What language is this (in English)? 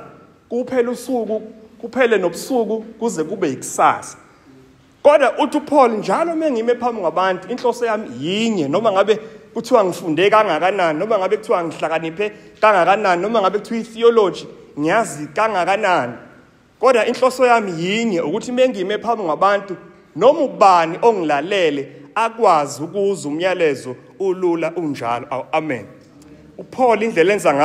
Zulu